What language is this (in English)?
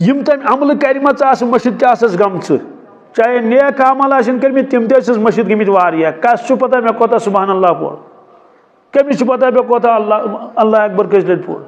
Kashmiri